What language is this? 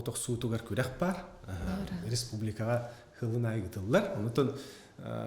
Yakut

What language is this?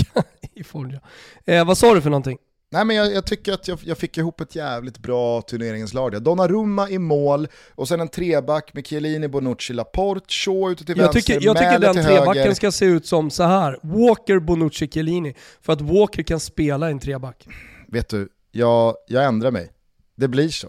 Swedish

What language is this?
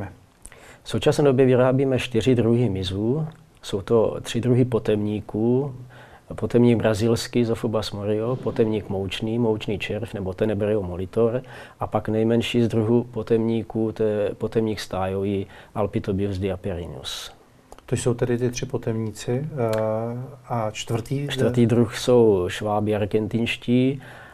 Czech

